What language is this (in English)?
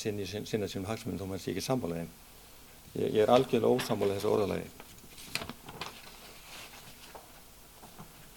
Icelandic